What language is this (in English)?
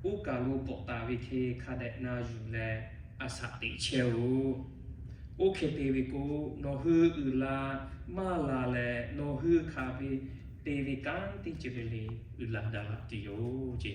Lahu